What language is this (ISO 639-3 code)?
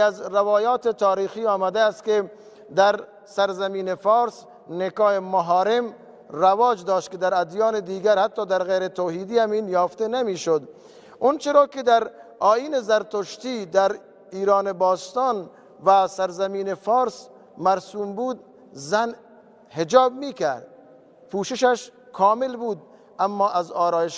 tgk